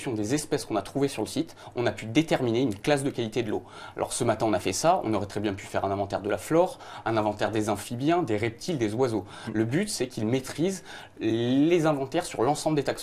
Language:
French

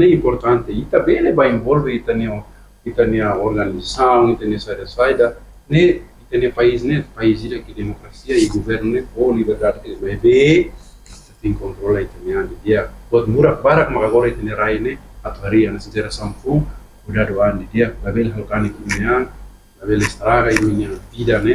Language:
Tetum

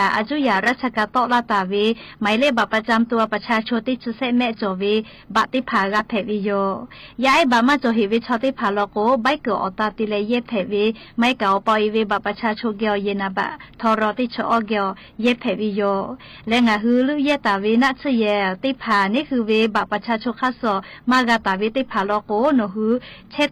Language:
Lahu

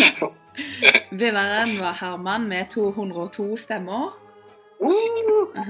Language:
Norwegian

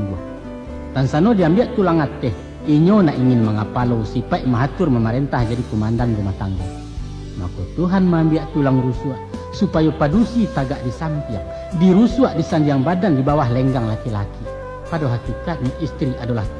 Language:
Minangkabau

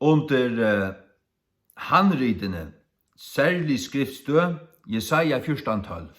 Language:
Faroese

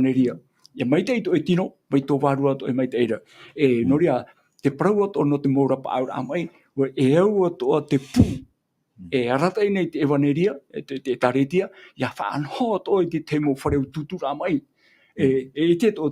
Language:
Tahitian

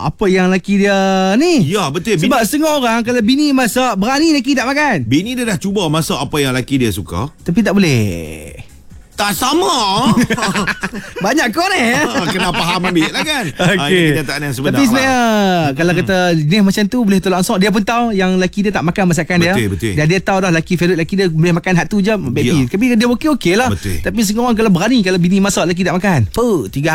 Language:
Malay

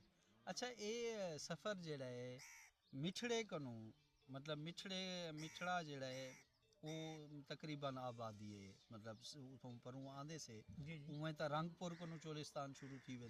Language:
Saraiki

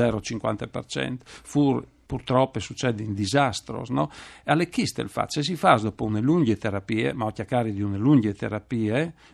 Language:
Friulian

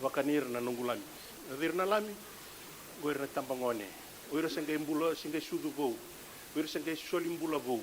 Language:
Fijian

